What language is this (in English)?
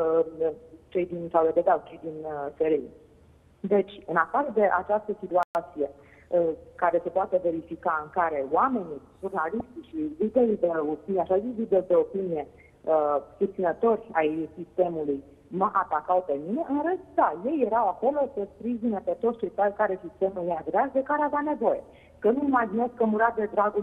Romanian